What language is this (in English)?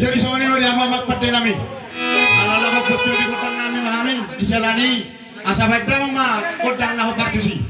Batak Toba